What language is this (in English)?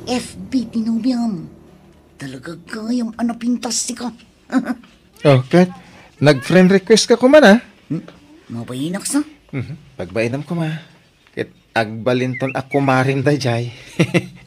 Iloko